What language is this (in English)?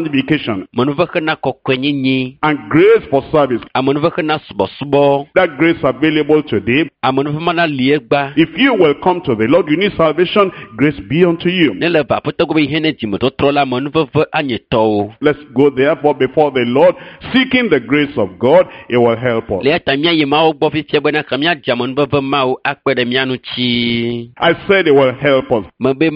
Ewe